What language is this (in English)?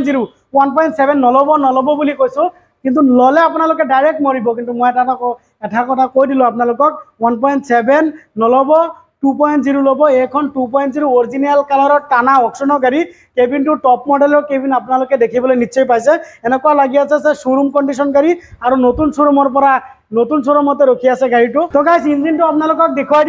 Assamese